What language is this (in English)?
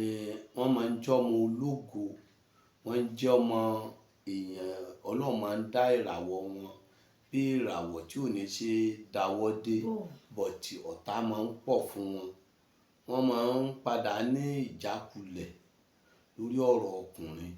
Yoruba